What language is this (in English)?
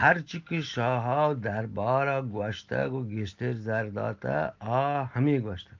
Eastern Balochi